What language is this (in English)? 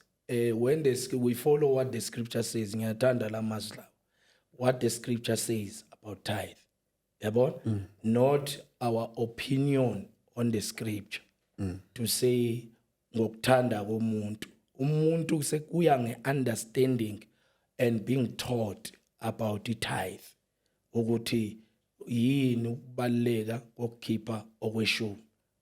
Zulu